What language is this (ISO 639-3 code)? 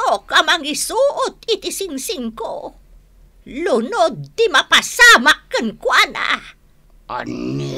ilo